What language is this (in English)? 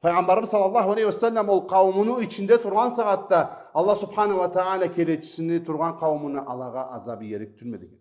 Karachay-Balkar